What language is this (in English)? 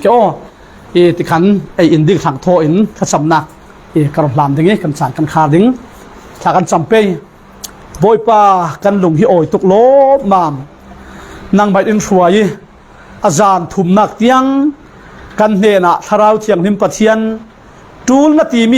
Falam Chin